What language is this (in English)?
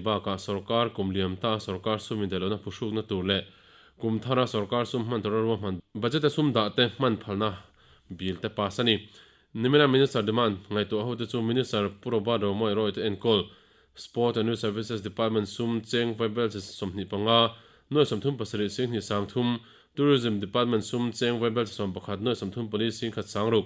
Mizo